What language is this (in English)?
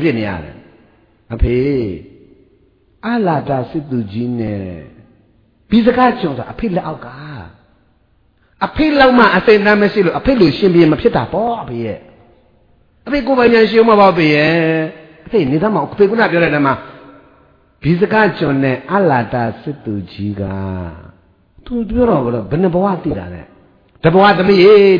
Burmese